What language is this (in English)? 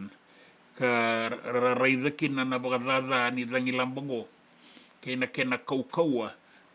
Fijian